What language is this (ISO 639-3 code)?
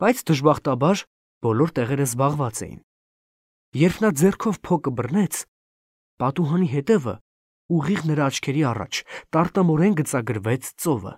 hye